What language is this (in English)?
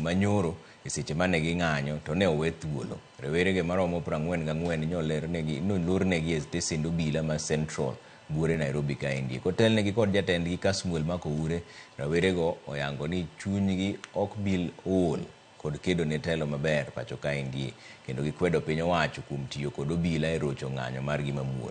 Luo (Kenya and Tanzania)